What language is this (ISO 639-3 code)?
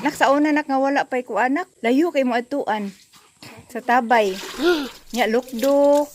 ceb